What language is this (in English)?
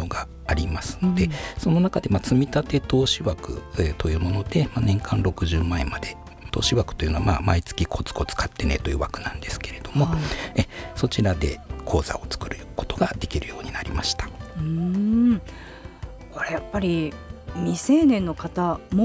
Japanese